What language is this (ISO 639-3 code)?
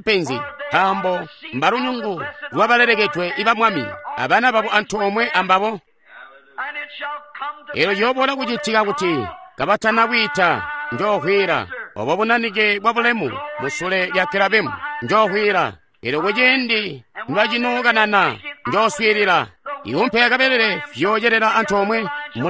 toi